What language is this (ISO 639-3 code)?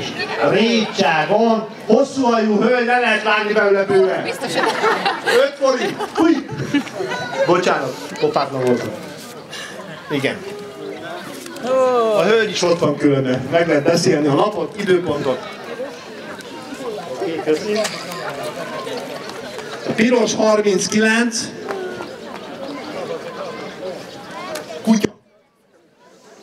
hun